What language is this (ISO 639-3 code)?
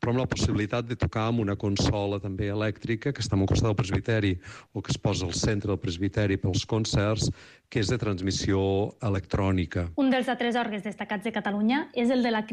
cat